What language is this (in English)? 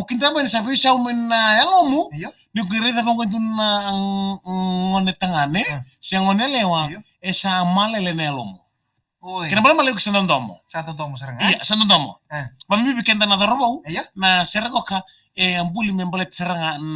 Fijian